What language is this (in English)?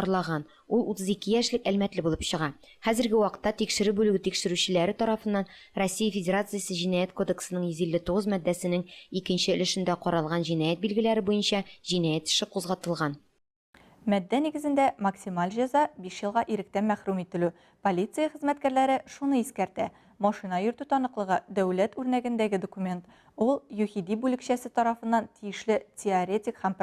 Tatar